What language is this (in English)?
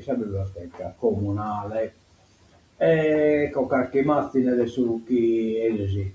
Sardinian